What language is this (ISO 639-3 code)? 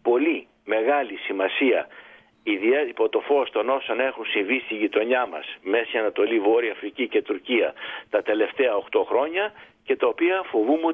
ell